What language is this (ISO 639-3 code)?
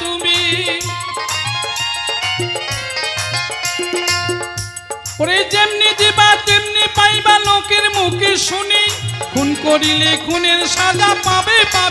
ben